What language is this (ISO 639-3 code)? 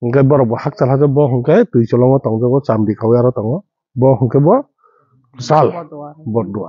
trp